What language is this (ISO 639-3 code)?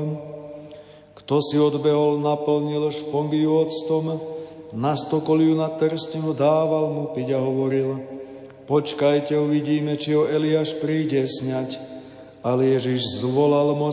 slk